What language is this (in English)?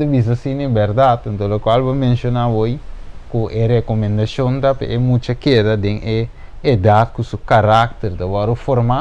Papiamento